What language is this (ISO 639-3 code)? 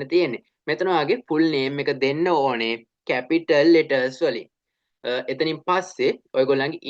sin